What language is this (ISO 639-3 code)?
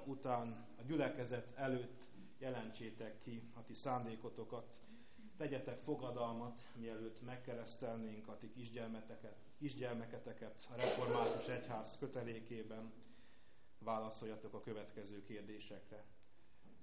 hun